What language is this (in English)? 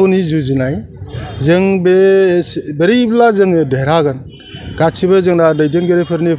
Bodo